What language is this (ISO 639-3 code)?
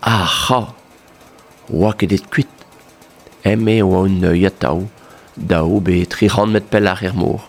bre